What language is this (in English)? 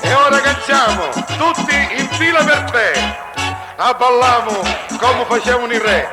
Sicilian